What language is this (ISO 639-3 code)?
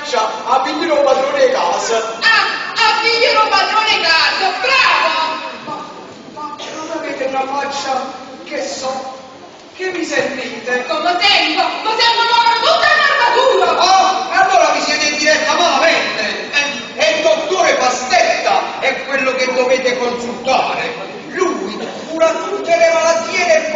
nap